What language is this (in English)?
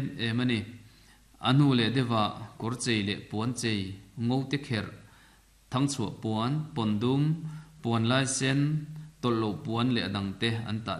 Mizo